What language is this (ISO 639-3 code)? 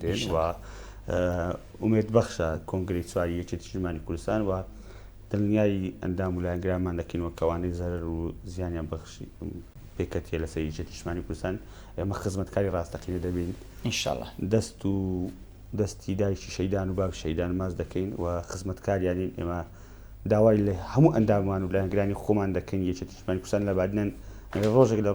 ckb